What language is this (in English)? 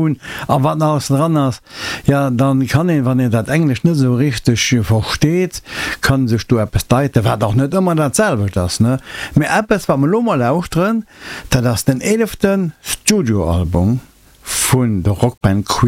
Luxembourgish